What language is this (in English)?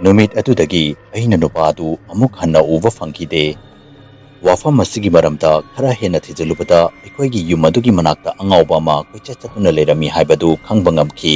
Manipuri